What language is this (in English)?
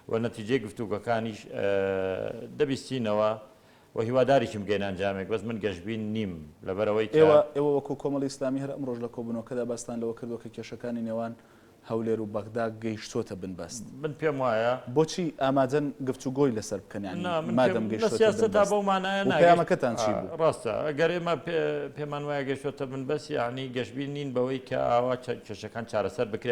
Central Kurdish